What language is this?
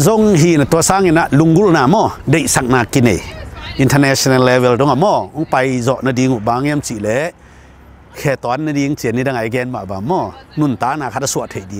Tedim Chin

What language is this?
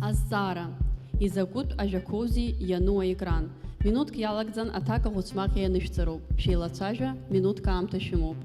Abkhazian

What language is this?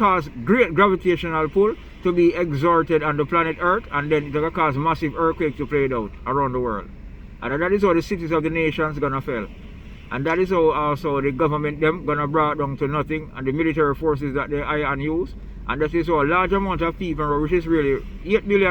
Jamaican Creole English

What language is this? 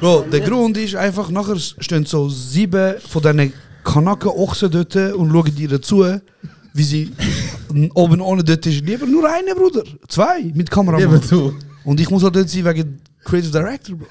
Swiss German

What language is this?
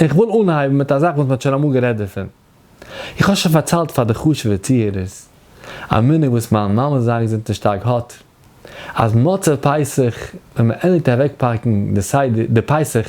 Yiddish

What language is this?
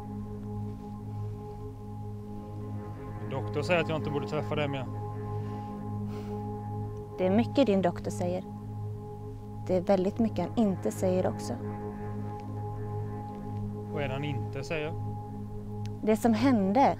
Swedish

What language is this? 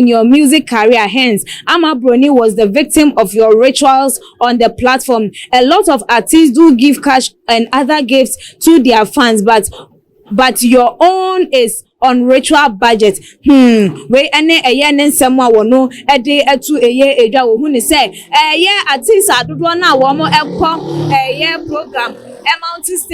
Akan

